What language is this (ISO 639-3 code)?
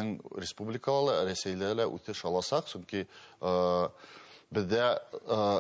bak